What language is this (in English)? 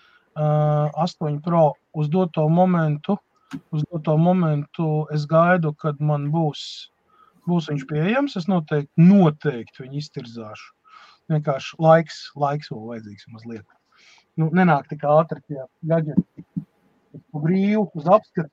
Latvian